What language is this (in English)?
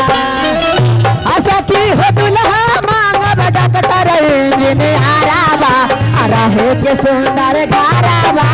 Magahi